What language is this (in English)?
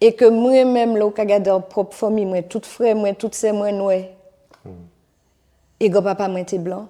Guadeloupean Creole French